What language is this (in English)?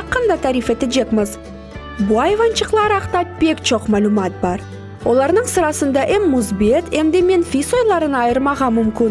Crimean Tatar